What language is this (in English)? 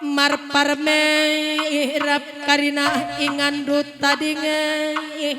Batak Karo